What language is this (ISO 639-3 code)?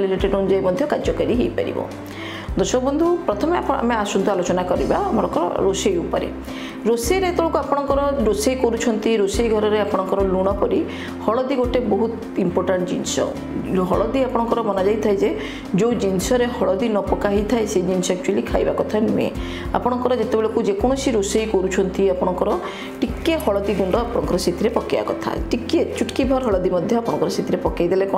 ori